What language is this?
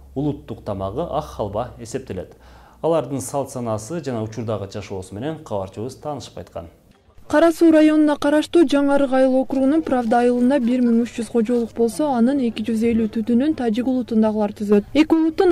Kyrgyz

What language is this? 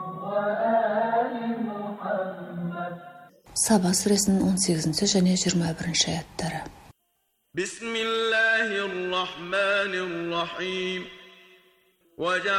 Kazakh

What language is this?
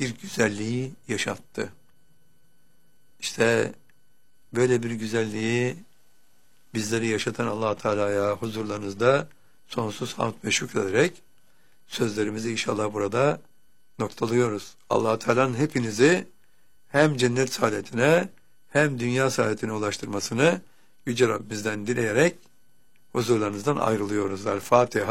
Turkish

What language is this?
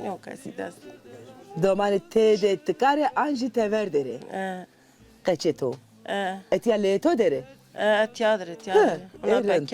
Zaza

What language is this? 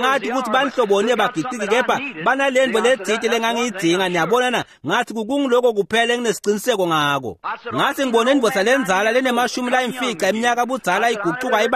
Swati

